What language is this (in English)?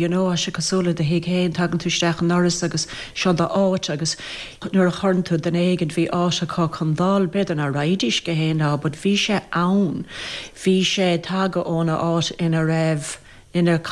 Irish